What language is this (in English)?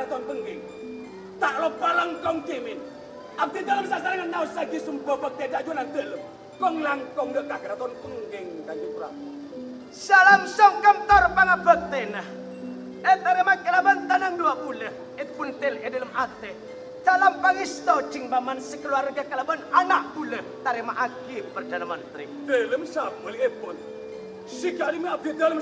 Madurese